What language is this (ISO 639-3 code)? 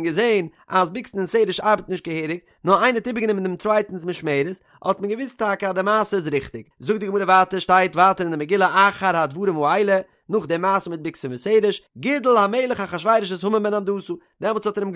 yid